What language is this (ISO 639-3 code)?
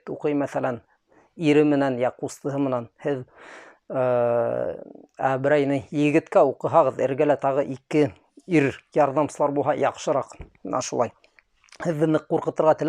bak